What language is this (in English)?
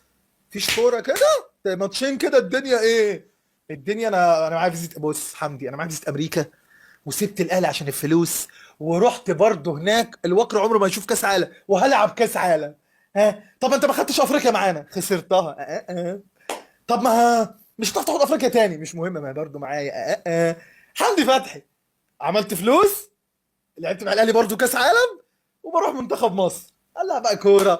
Egyptian Arabic